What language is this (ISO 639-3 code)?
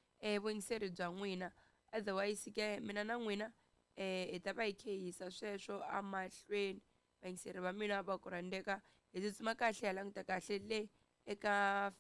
tso